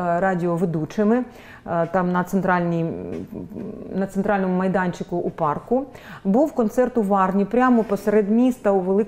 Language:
Ukrainian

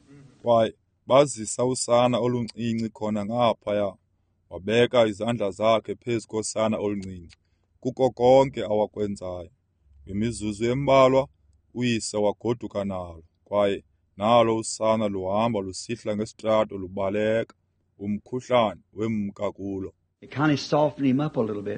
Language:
Xhosa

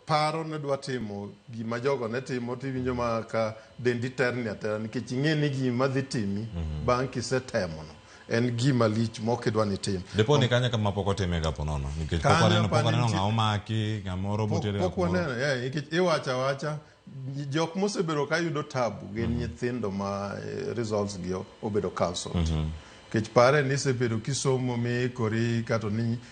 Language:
Luo (Kenya and Tanzania)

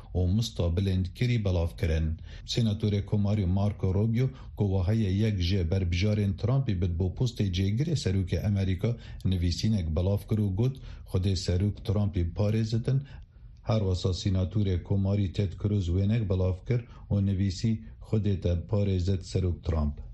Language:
Kurdish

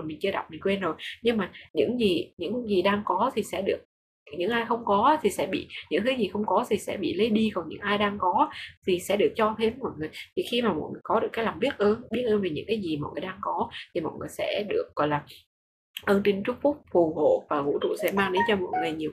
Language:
Vietnamese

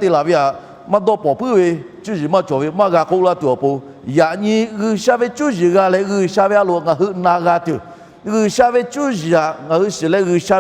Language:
Lahu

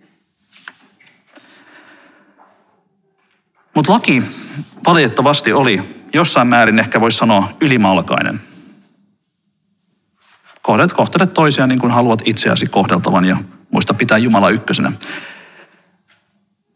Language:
Finnish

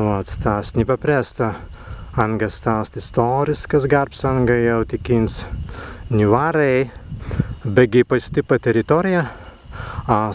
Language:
Prussian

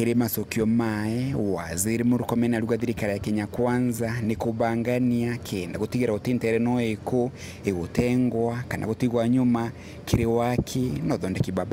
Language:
Meru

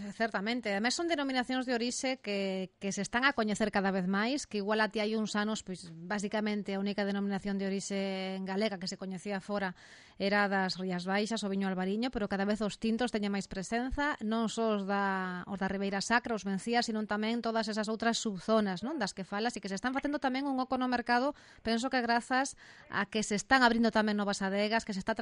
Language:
Galician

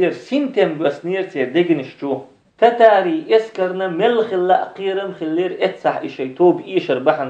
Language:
Chechen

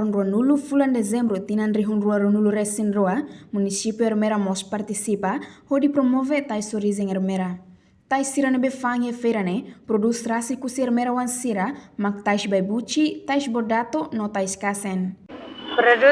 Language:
Tetum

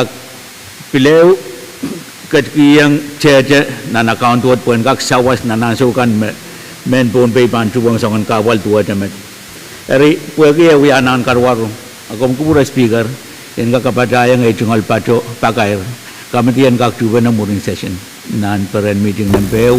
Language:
Pohnpeian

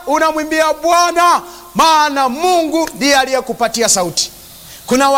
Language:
Swahili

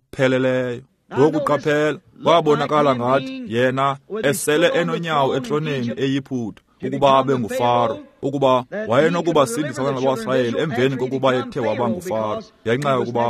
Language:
Xhosa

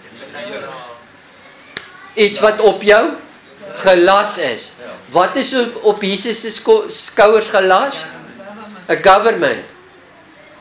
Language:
Afrikaans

